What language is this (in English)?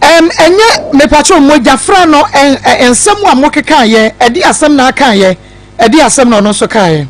Akan